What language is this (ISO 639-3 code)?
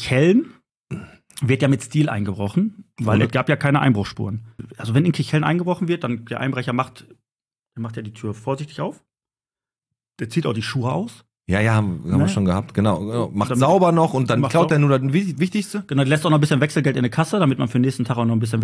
deu